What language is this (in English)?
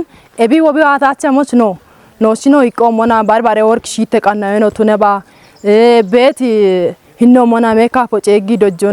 Kafa